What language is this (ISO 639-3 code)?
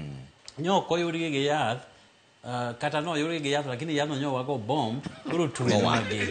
luo